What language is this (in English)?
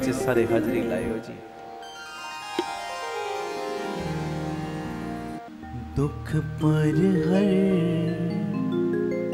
Punjabi